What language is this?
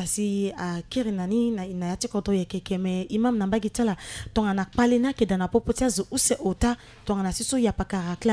Sango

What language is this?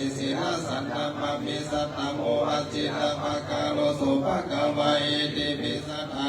Pali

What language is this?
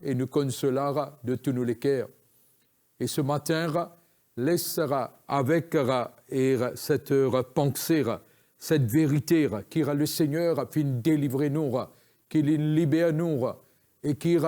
Morisyen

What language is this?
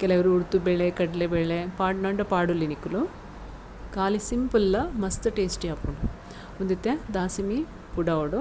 Tulu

